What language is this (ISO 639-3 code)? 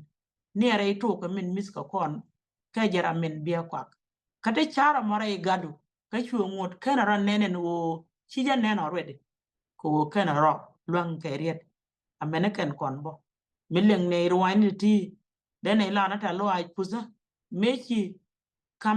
nus